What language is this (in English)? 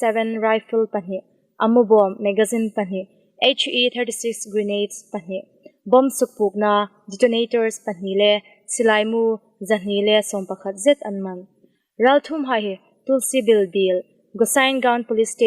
Hmar